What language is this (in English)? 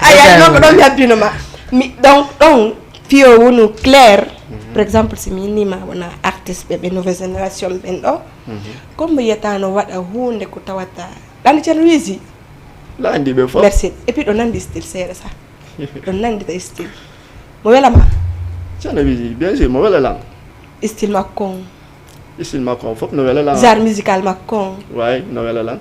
Fula